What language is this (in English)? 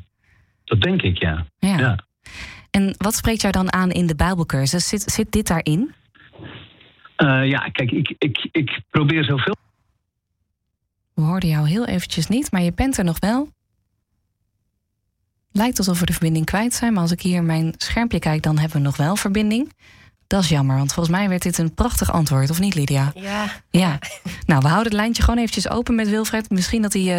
Dutch